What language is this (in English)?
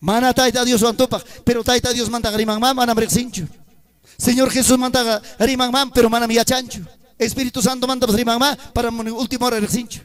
Ayacucho Quechua